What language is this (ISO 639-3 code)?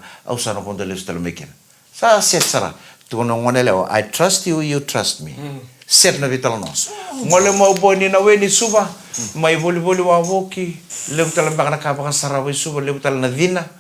fij